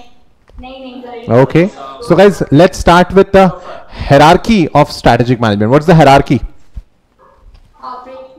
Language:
Hindi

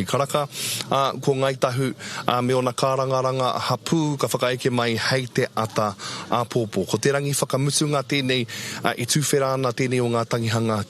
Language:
Māori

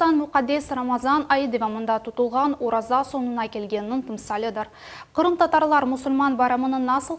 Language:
Crimean Tatar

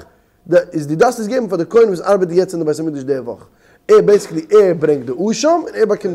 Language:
Yiddish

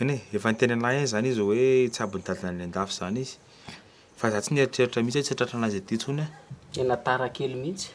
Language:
Malagasy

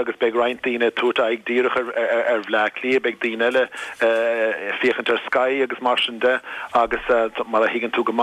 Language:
Irish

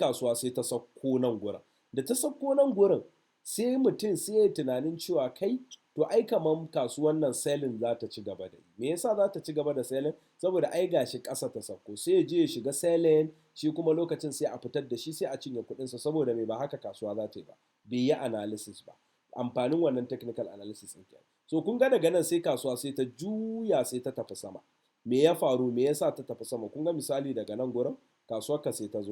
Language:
Hausa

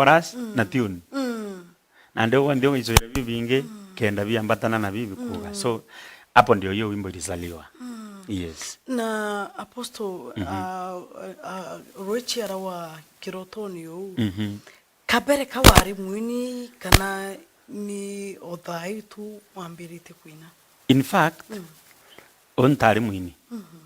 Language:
Meru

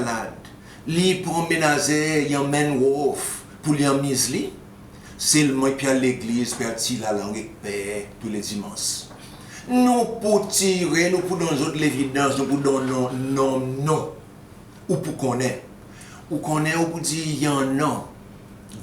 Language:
Seselwa Creole French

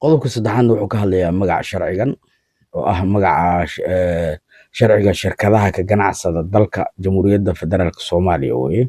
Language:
Somali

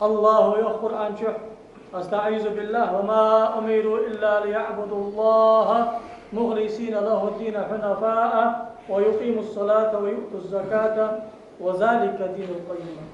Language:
Ingush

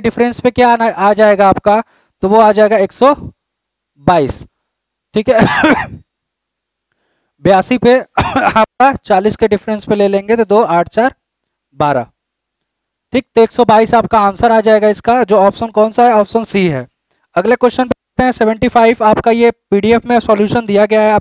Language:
Hindi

